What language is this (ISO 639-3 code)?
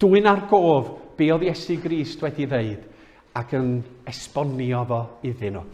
cym